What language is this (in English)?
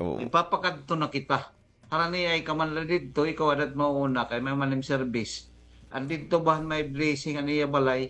Waray